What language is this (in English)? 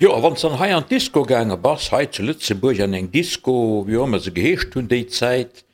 Luxembourgish